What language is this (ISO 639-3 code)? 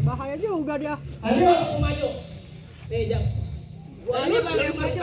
bew